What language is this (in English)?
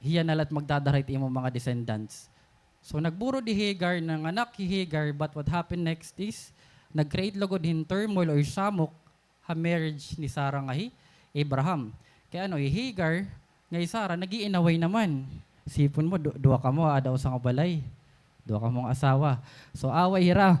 Waray